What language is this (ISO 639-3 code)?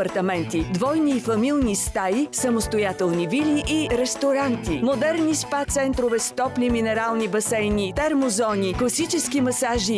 bul